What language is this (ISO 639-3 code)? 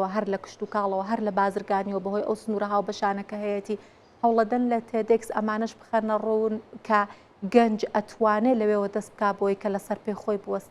ckb